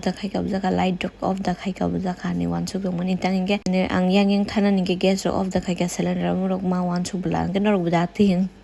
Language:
Kok Borok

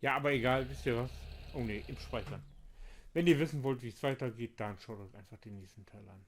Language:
Low German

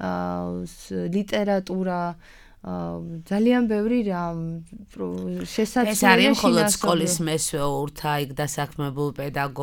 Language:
Georgian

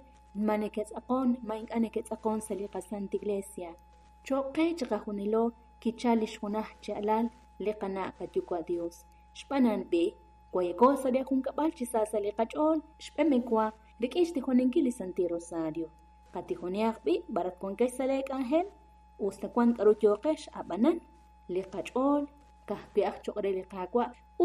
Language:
Kekchí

